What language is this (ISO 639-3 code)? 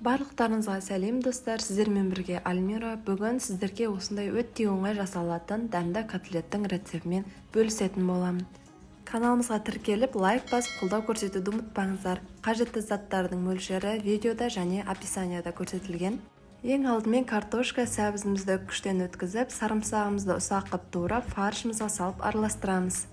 kaz